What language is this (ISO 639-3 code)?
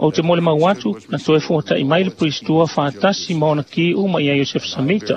smo